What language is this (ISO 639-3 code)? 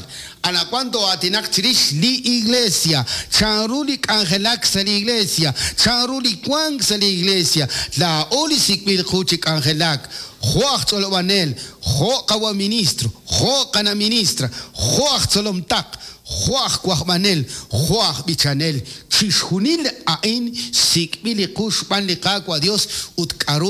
kek